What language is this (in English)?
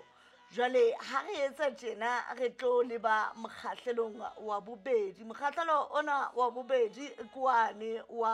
Southern Sotho